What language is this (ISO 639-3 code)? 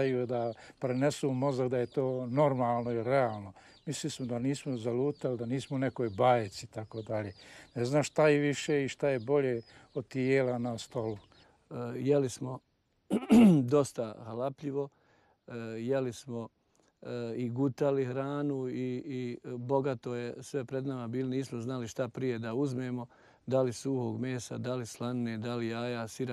bos